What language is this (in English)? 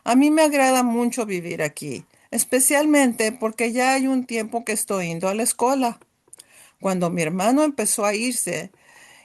Ladino